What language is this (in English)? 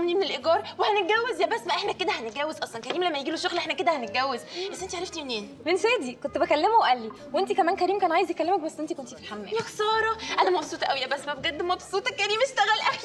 Egyptian Arabic